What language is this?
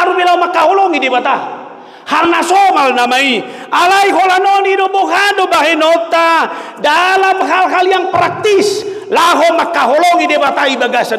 Batak Toba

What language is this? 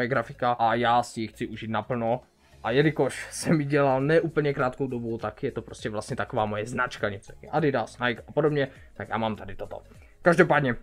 Czech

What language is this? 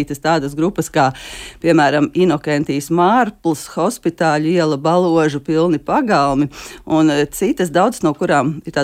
Latvian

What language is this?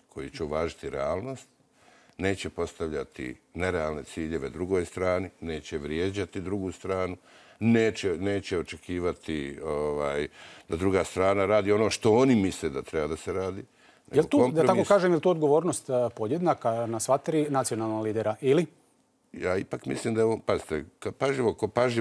Bosnian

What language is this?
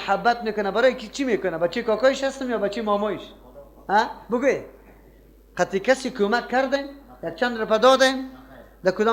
Persian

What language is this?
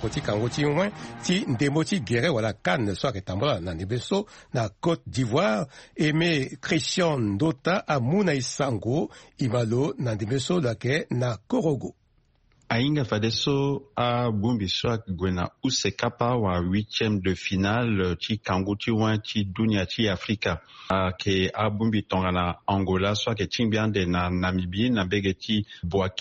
Sango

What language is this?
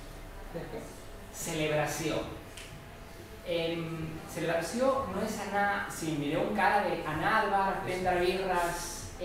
Catalan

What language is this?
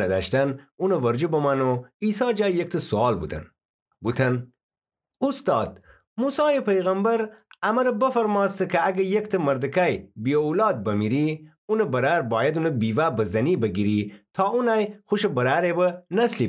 Gilaki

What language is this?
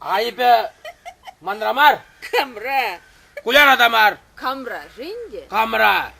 Chuvash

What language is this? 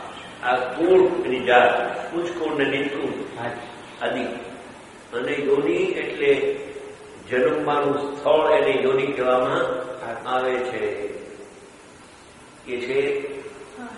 Gujarati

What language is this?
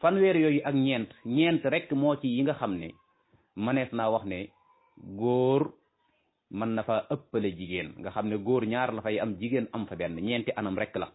Wolof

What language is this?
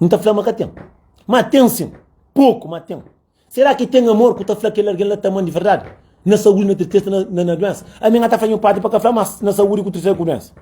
Kabuverdianu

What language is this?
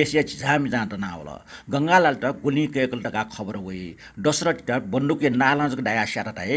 Newari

